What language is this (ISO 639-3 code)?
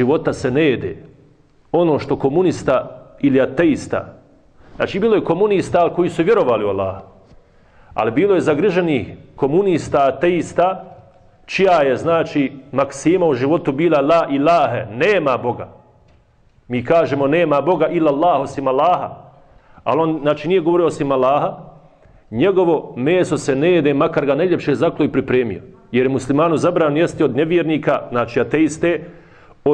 bos